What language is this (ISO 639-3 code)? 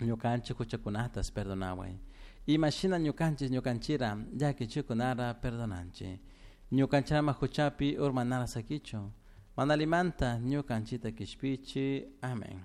qug